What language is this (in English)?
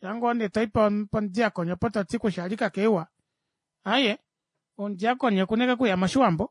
Kuanyama